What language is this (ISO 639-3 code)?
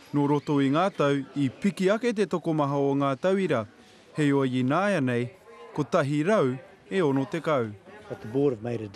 mri